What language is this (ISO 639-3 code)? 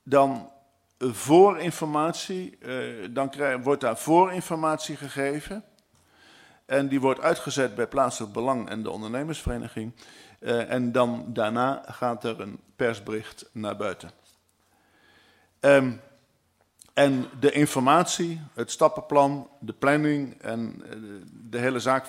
nld